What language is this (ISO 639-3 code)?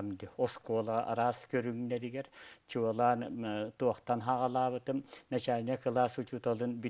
sah